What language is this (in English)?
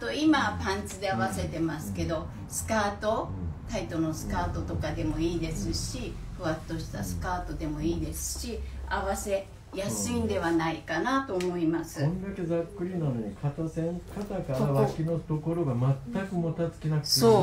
Japanese